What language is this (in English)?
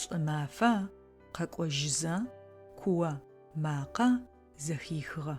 Adyghe